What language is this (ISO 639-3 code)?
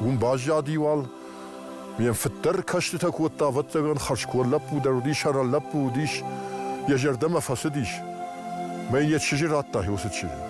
oss